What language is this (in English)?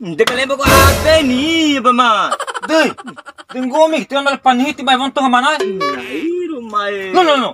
Bima